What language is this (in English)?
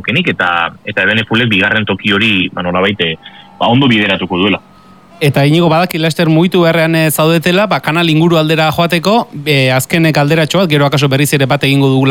Basque